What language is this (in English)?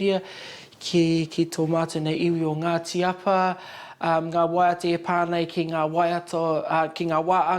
Māori